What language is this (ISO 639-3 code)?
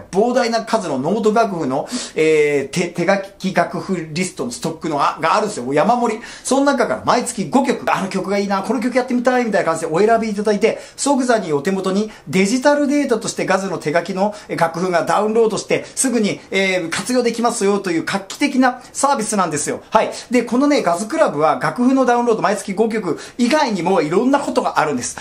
jpn